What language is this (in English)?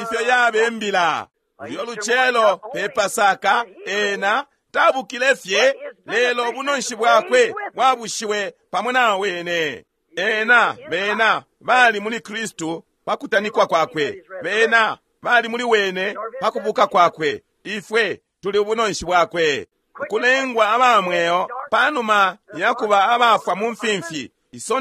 Bemba